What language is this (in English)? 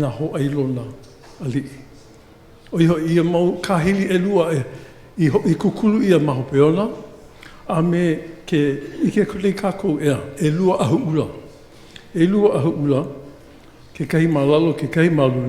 Hawaiian